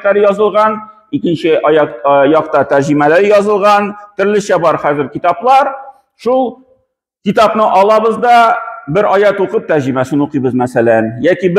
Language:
Tatar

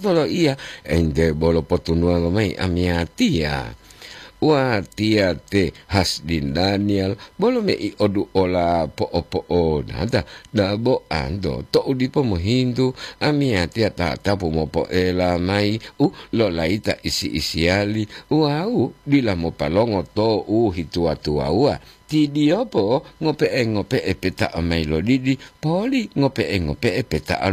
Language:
Gorontalo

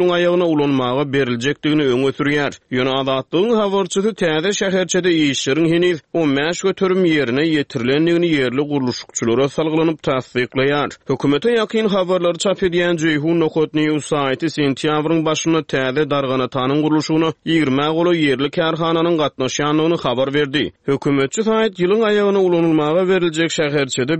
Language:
Turkmen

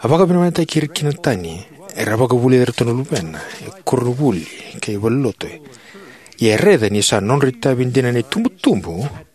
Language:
Fijian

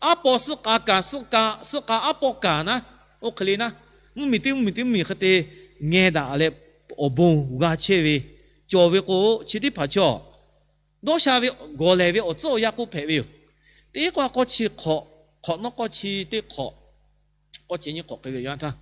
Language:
Lahu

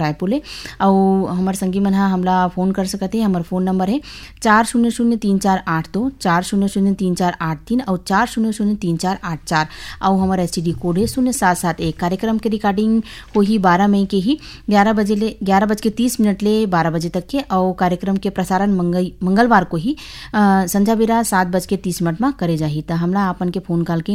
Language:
Chhattisgarhi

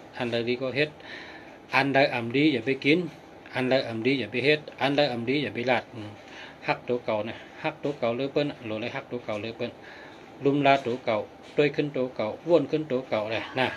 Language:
Shan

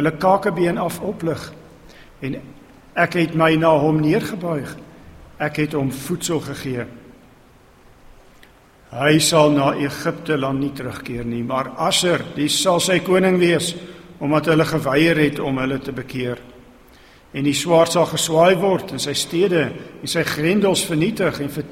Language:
Afrikaans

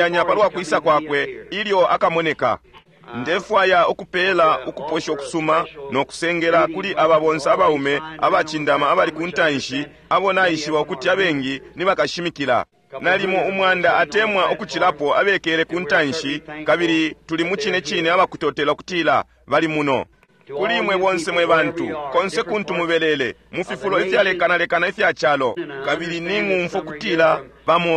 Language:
Bemba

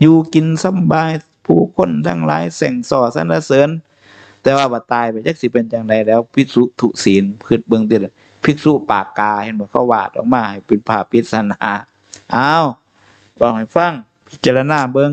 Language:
Northeastern Thai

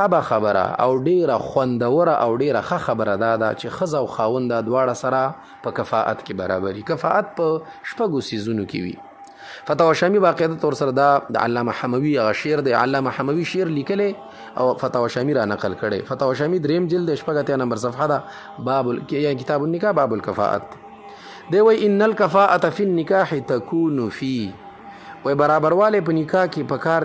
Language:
Pashto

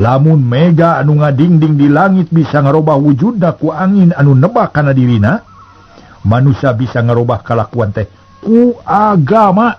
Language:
Sundanese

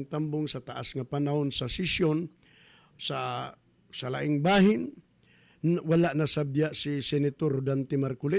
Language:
Cebuano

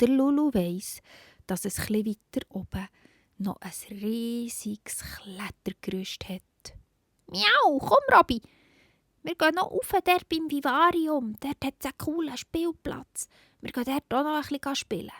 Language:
Swiss German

